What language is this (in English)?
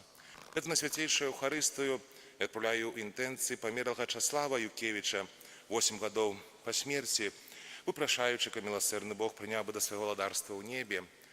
Belarusian